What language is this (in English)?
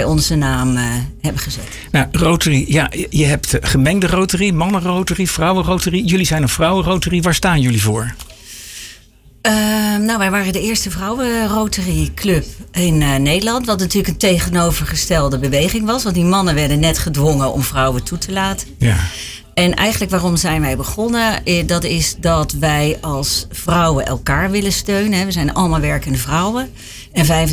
Dutch